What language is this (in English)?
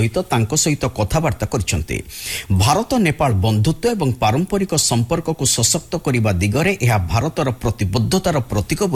Odia